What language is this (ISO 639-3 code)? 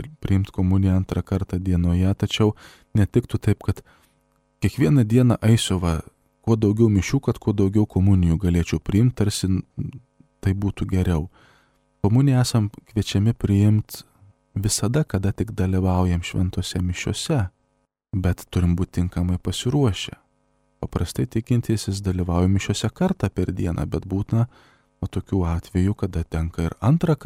lit